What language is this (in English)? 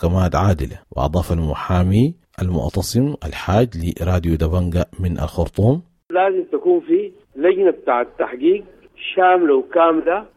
Sudanese Arabic